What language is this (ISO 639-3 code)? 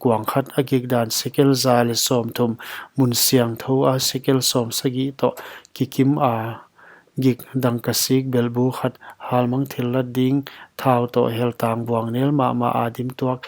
pck